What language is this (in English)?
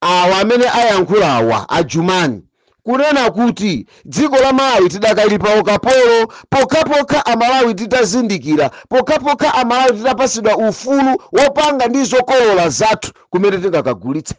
Nyanja